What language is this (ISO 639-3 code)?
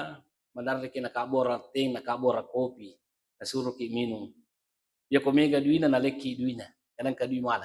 bug